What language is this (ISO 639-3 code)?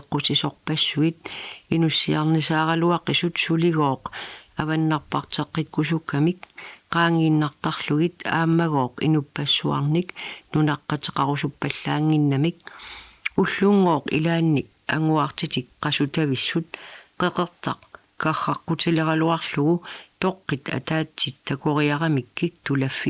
kal